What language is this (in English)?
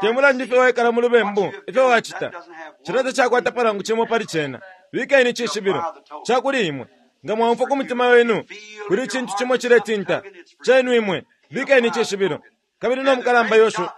Bemba